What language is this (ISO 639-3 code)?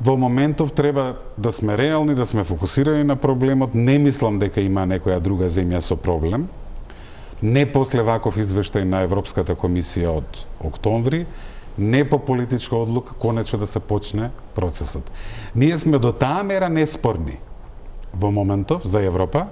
mkd